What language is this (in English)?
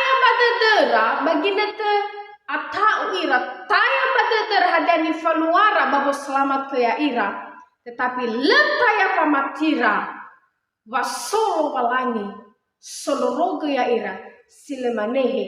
Nias